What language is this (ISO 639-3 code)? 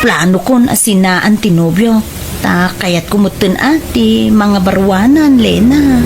ilo